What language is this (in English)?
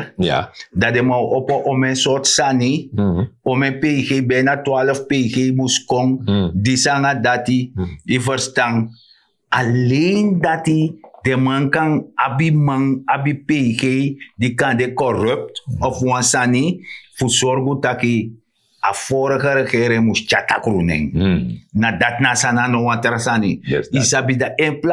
Sranan Tongo